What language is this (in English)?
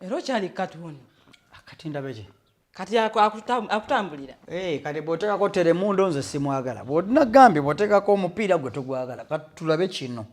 Ganda